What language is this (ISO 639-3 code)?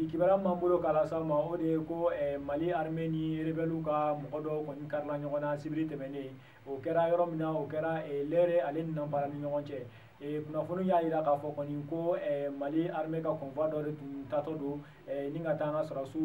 bam